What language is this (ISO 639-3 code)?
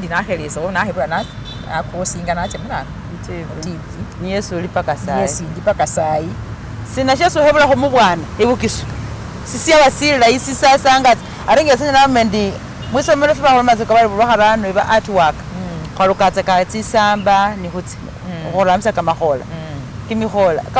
myx